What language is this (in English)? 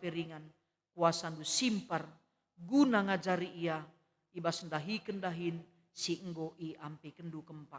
Batak Karo